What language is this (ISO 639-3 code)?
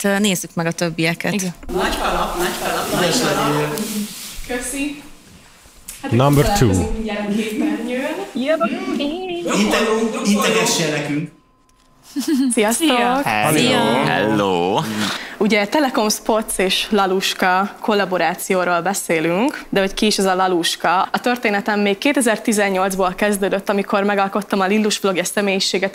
hun